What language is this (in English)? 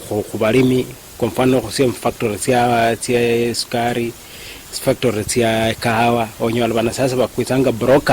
Luyia